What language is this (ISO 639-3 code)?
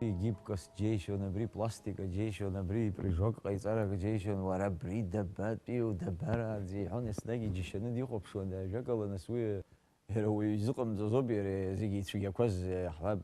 abk